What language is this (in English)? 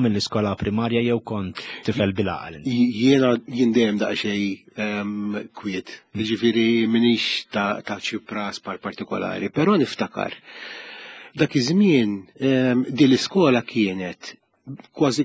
Maltese